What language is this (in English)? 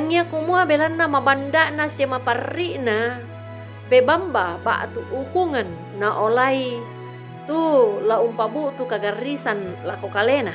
Toraja-Sa'dan